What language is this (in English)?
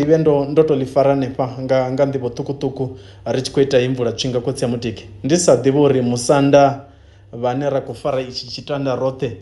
Venda